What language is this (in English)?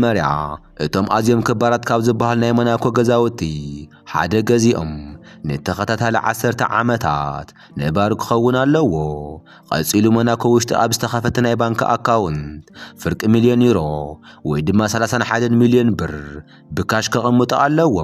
Tigrinya